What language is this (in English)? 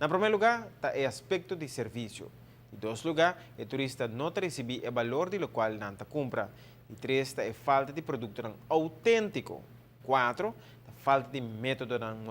Papiamento